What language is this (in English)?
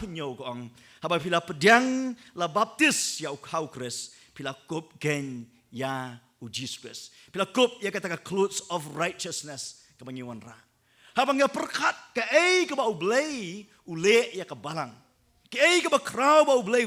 Khasi